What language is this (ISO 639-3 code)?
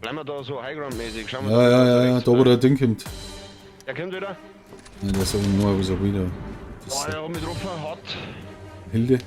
bar